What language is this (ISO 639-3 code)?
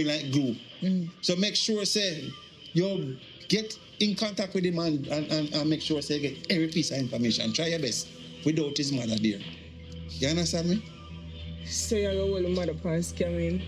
jam